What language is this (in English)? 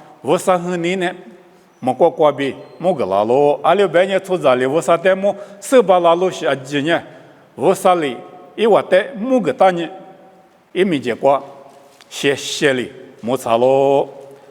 Lisu